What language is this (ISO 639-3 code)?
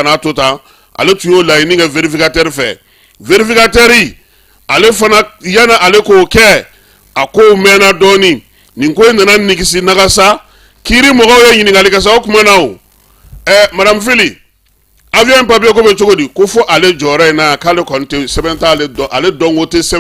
bam